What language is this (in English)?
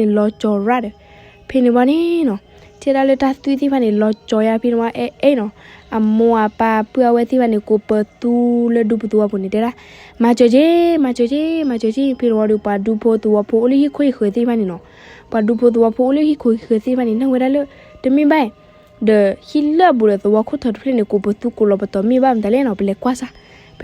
S'gaw Karen